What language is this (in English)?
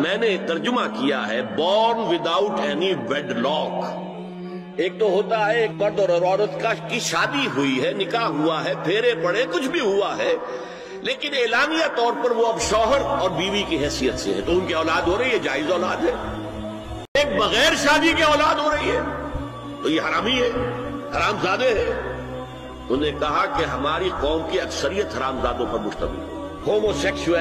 Urdu